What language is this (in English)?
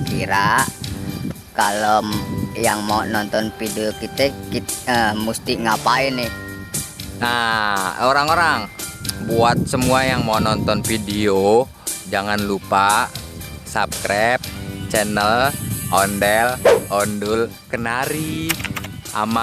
Betawi